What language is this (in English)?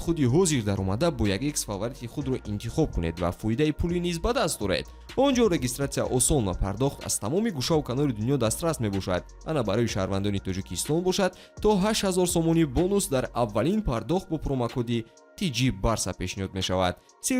Tajik